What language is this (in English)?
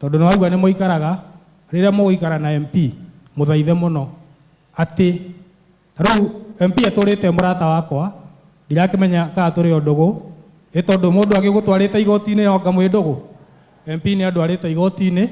Kikuyu